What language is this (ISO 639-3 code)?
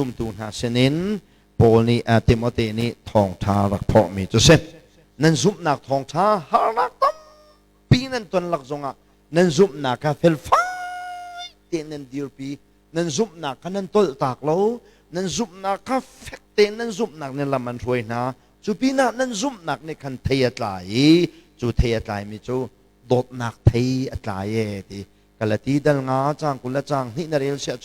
cnh